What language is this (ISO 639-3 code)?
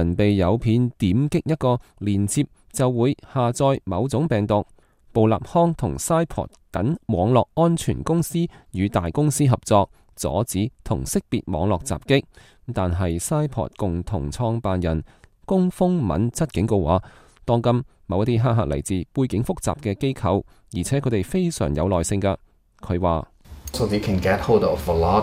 yue